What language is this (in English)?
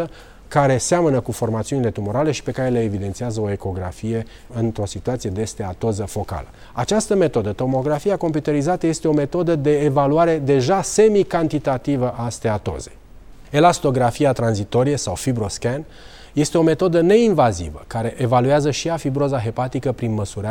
Romanian